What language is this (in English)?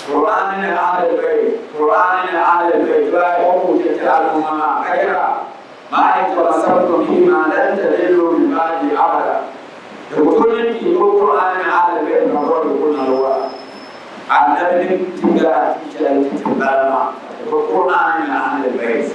Dagbani